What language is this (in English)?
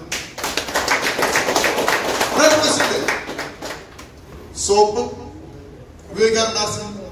Malayalam